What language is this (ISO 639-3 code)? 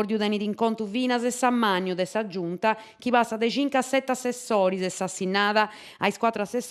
srd